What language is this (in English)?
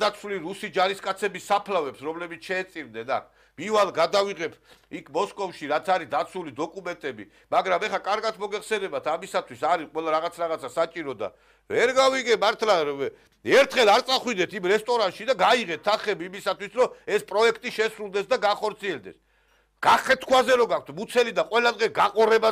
Georgian